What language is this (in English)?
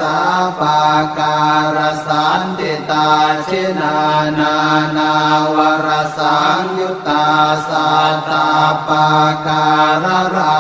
Pali